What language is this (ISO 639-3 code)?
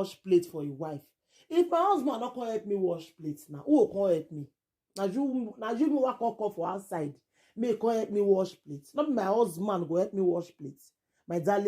pcm